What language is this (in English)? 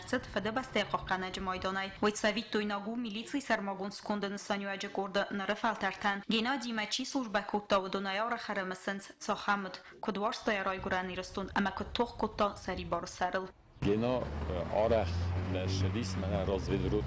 Ossetic